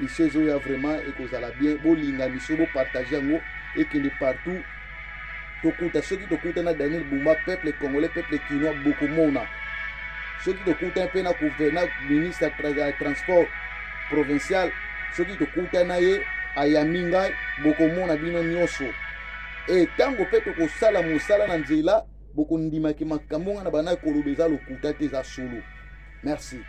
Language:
Lingala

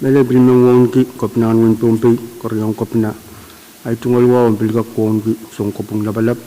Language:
Pohnpeian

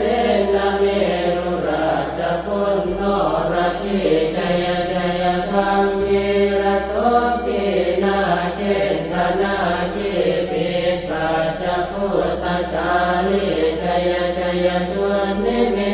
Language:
Pali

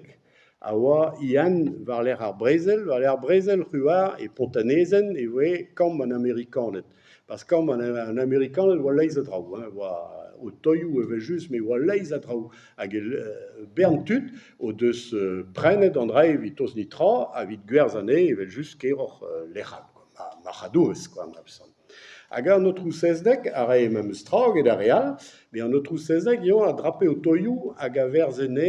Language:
Breton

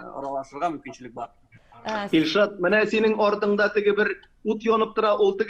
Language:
Tatar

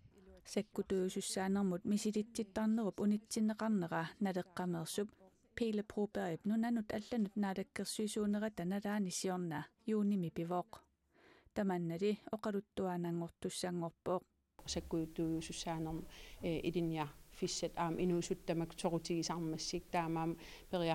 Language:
Kalaallisut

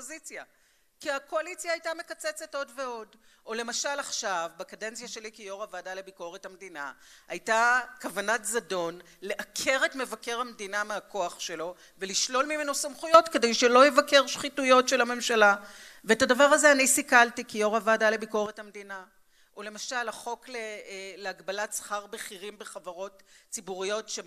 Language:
Hebrew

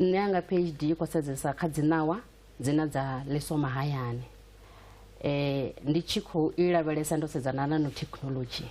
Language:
Venda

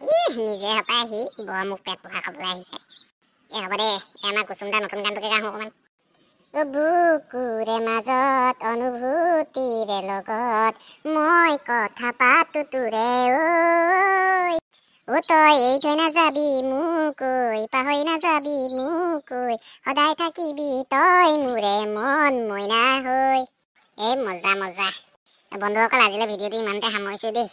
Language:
Assamese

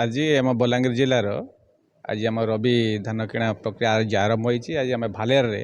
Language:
Odia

